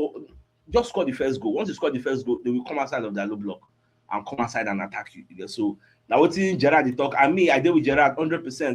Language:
Nigerian Pidgin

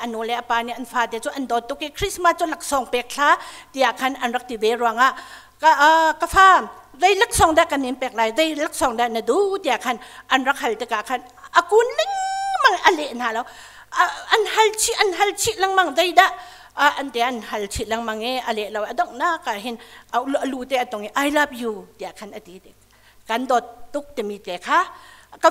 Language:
Hakha Chin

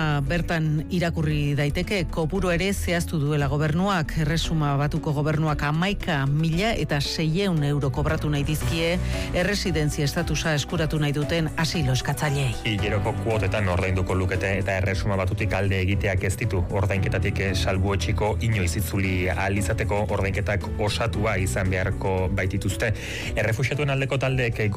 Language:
Basque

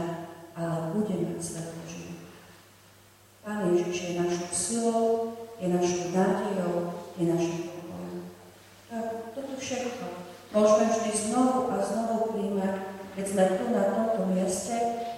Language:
Slovak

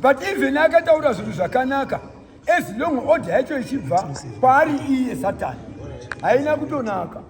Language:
Shona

